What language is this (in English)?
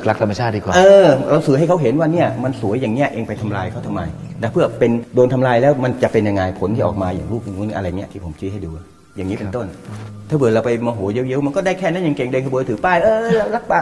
Thai